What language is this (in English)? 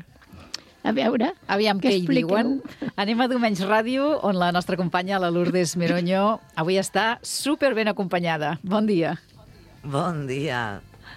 Catalan